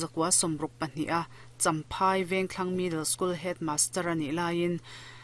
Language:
Mizo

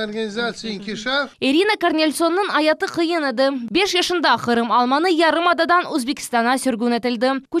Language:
Crimean Tatar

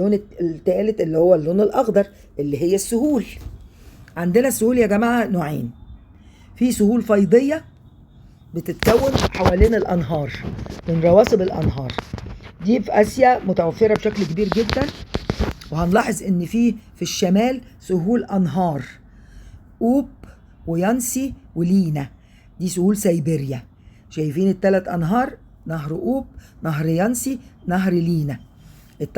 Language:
Egyptian Arabic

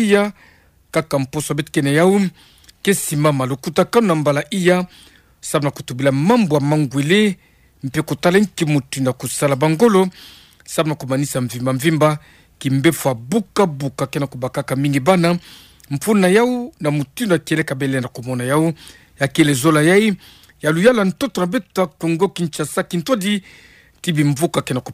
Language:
Kituba (Democratic Republic of Congo)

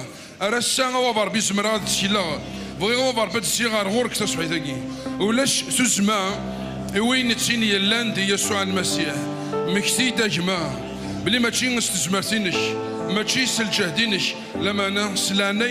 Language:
Kabyle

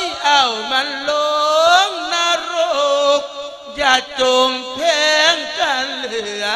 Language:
Lao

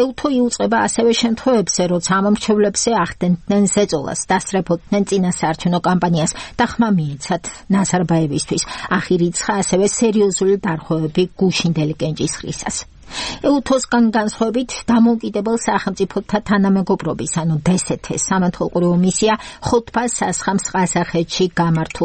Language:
Georgian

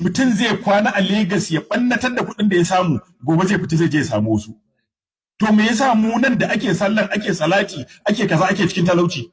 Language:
Hausa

